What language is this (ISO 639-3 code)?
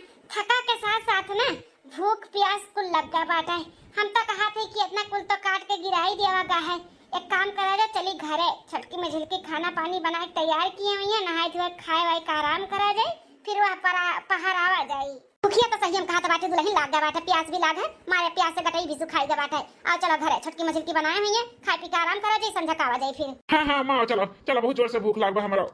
awa